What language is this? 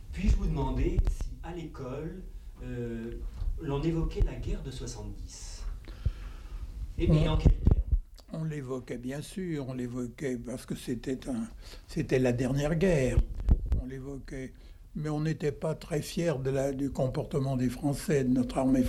French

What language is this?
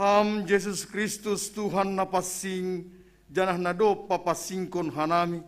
Batak Simalungun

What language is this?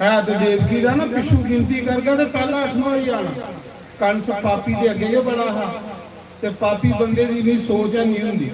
Dogri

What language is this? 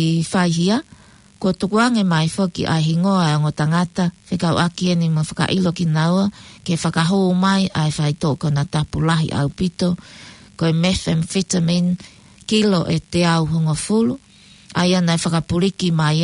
Tongan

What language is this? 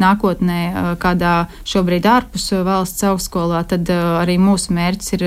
Latvian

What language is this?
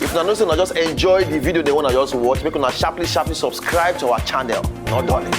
Nigerian Pidgin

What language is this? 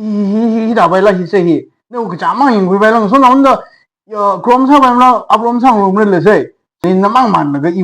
Tangkhul Naga (India)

